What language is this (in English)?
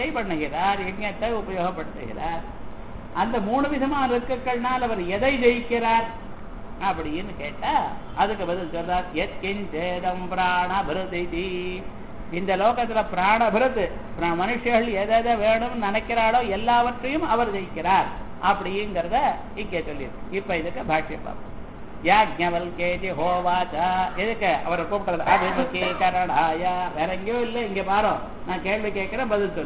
Tamil